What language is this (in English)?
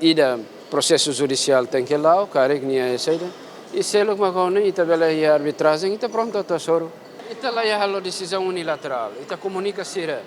Tetum